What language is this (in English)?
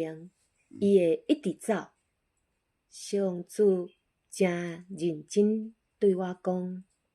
Min Nan Chinese